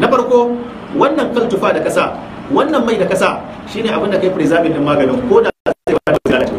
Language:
Hausa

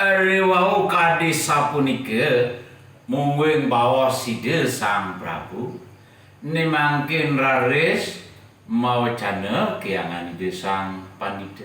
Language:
Balinese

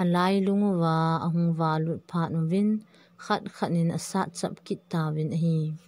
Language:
Thado Chin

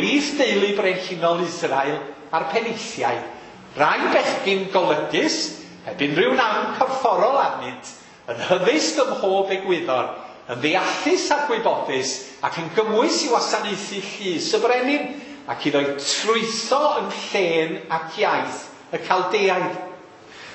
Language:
Welsh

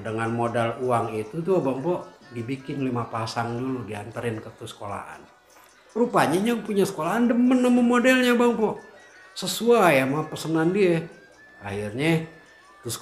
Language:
Betawi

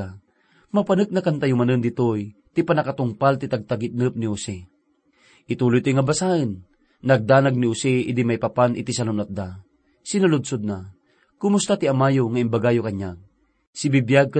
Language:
Iloko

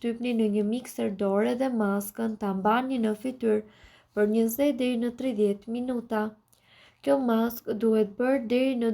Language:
Albanian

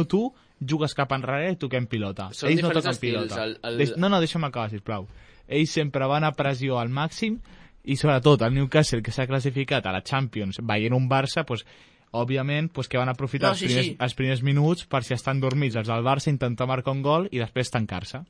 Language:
Catalan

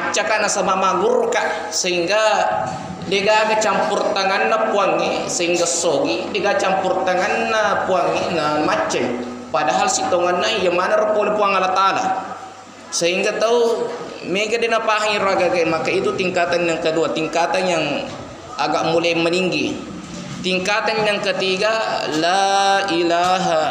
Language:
Buginese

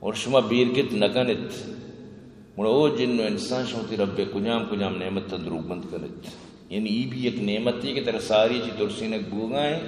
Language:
Eastern Balochi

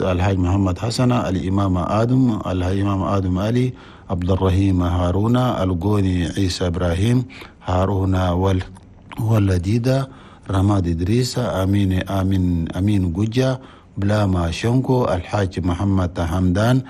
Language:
Chadian Arabic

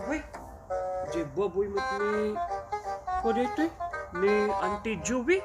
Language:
Iloko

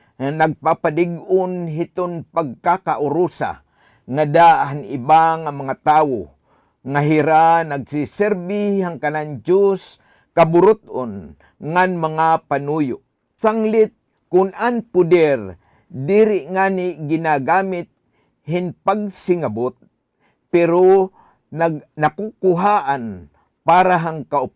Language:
Waray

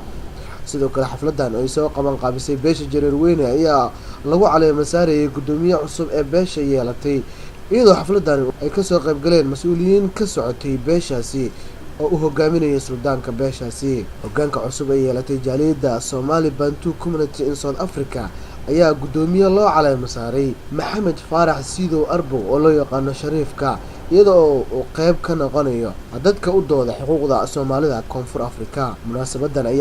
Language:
Somali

